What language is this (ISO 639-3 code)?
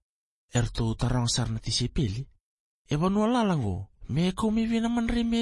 fij